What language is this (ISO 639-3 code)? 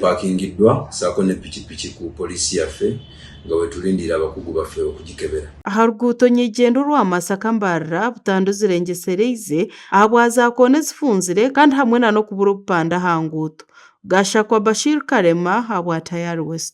nyn